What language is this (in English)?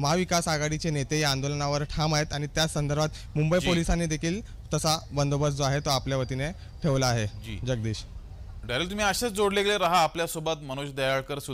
Marathi